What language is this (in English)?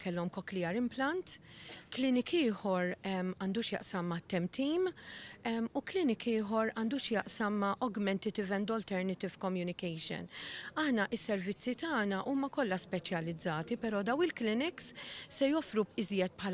Maltese